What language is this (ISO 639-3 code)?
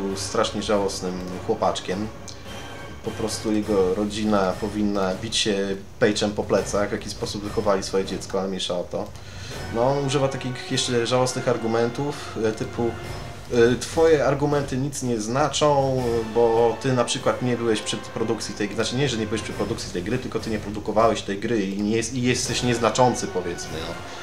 pol